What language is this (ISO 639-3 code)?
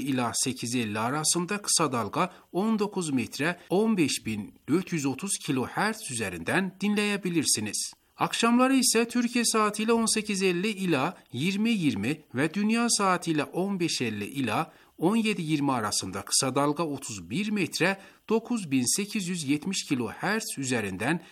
tur